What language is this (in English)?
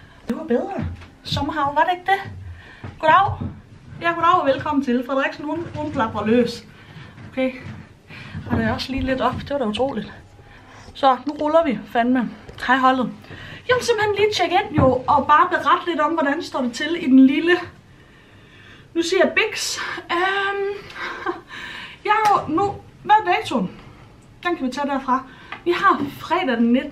Danish